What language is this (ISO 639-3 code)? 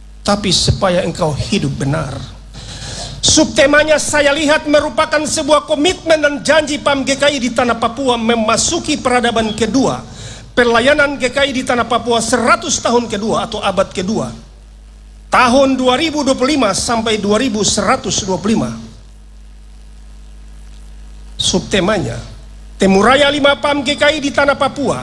ind